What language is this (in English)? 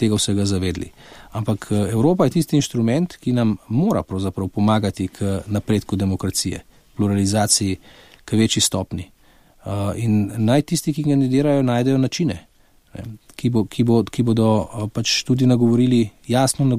Slovenian